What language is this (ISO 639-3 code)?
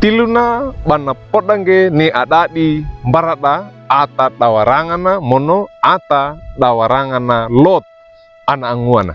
wew